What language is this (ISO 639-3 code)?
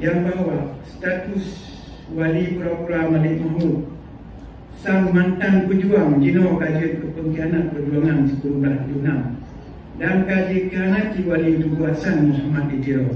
ace